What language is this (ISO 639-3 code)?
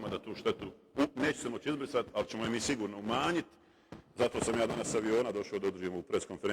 bos